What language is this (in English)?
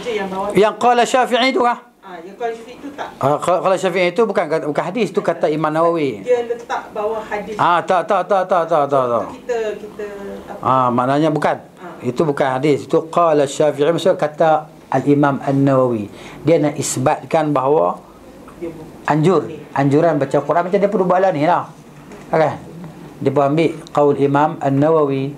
Malay